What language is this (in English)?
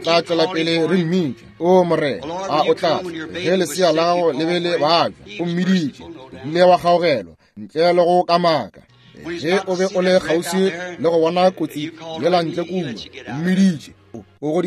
Northern Sotho